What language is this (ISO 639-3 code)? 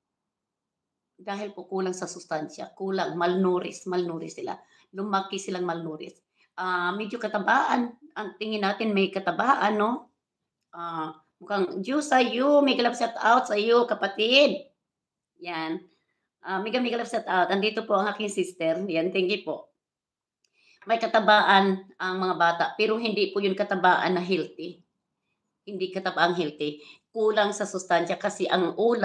fil